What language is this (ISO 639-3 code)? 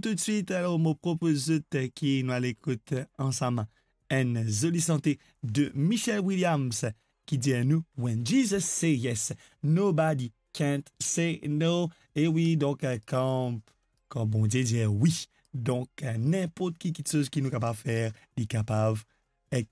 mfe